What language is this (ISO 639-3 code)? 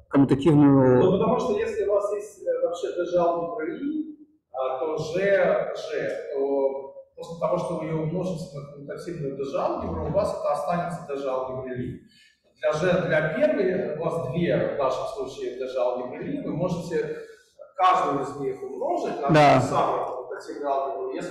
rus